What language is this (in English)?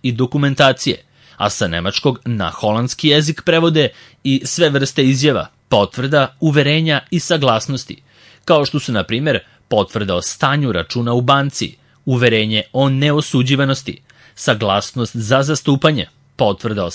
Serbian